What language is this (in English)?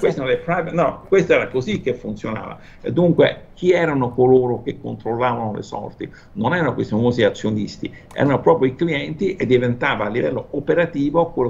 Italian